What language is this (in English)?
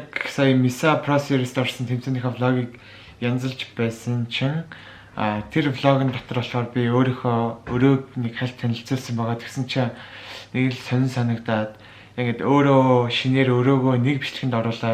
Mongolian